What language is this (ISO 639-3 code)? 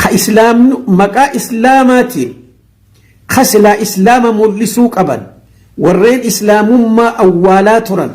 orm